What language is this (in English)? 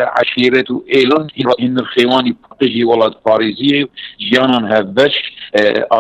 Kurdish